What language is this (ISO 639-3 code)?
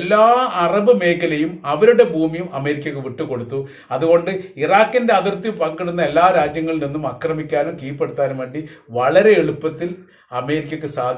mal